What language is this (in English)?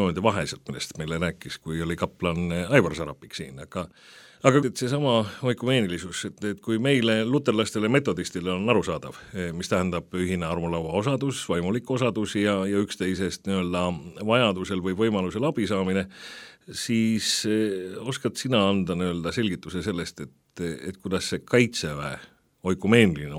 Estonian